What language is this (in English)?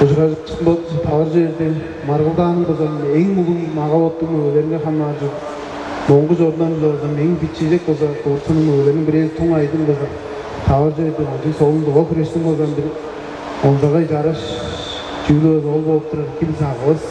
Tuvinian